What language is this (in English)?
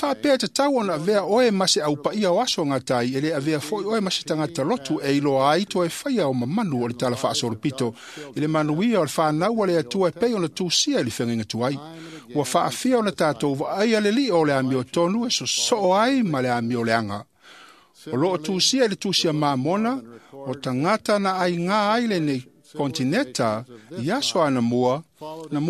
Samoan